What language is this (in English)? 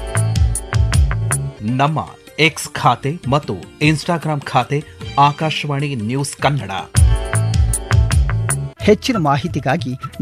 Kannada